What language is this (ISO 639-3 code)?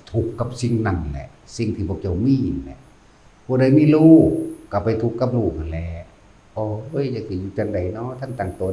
tts